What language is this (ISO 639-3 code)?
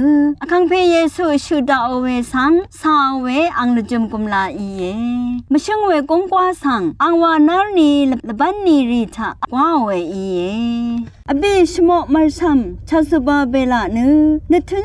raw